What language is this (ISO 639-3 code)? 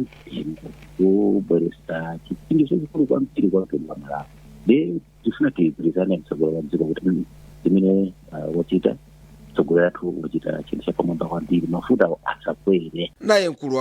nya